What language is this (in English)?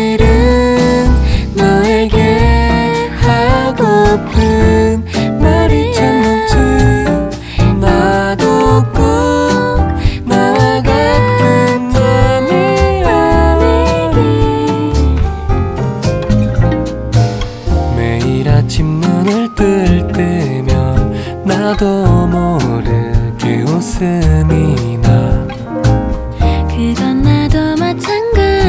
Korean